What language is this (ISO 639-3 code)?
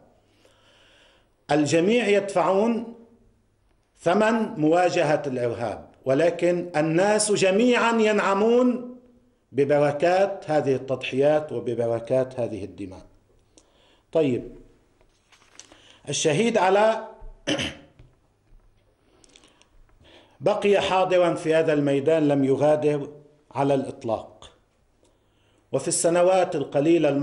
ara